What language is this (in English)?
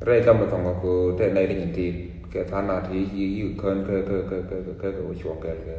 Nuer